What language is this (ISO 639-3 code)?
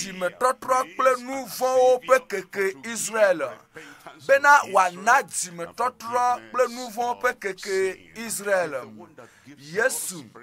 ewe